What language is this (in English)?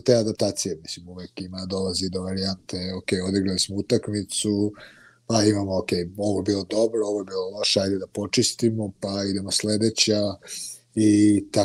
Serbian